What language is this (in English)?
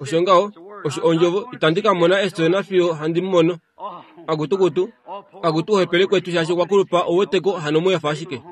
Kuanyama